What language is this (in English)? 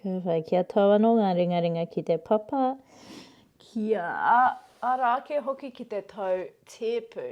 Māori